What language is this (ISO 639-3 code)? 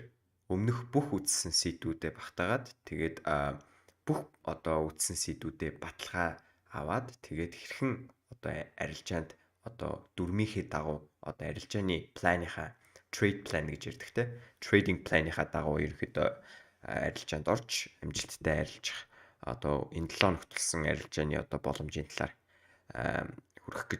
mon